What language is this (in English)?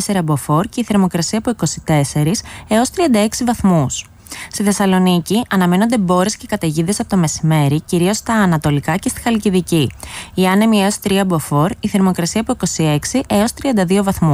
Greek